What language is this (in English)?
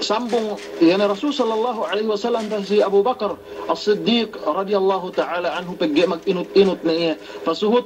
Yakan